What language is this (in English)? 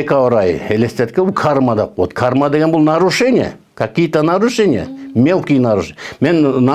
Kyrgyz